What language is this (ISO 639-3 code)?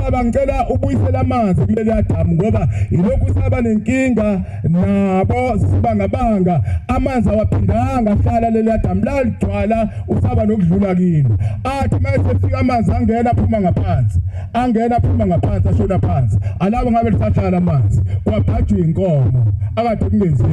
zul